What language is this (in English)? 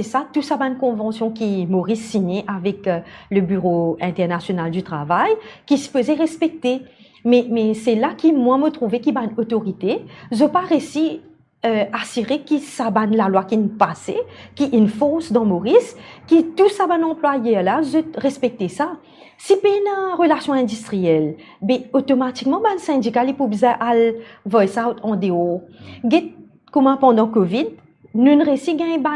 Morisyen